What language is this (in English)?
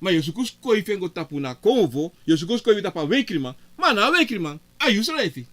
Sranan Tongo